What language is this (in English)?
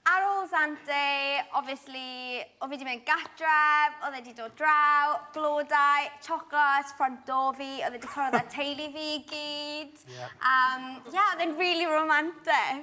Welsh